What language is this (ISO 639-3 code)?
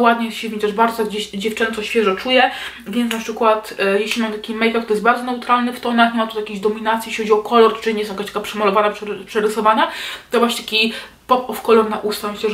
pol